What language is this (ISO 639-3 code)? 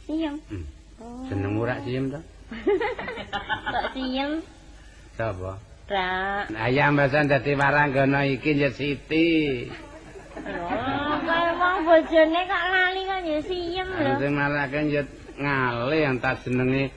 jav